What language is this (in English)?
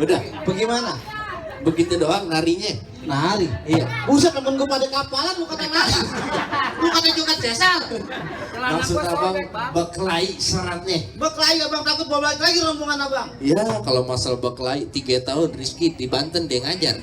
Betawi